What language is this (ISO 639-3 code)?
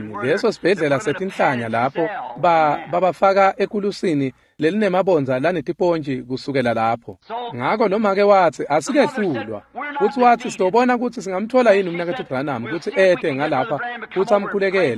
ssw